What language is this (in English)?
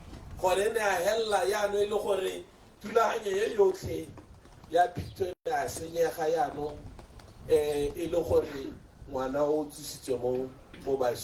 Tswana